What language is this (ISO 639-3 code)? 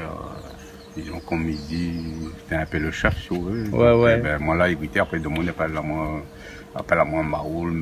rcf